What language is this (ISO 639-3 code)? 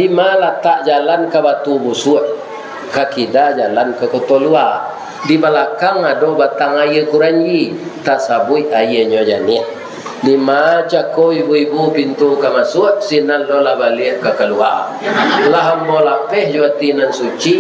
min